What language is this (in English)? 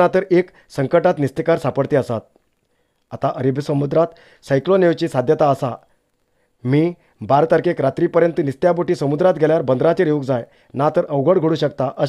Konkani